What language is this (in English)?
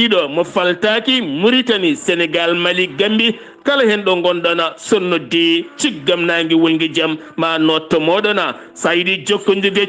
Fula